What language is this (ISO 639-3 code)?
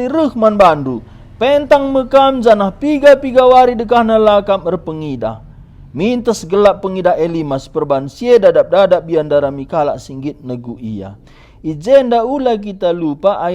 btx